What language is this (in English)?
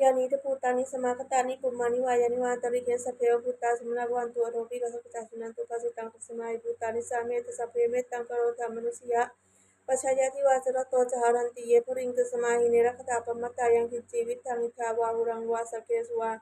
Pali